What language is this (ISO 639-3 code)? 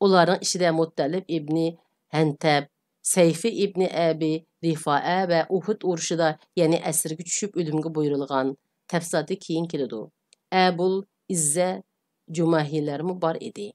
uig